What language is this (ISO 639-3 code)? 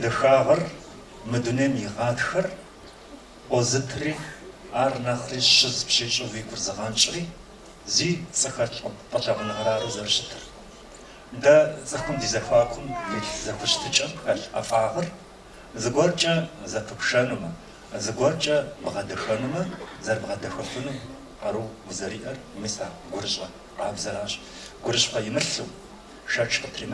kbd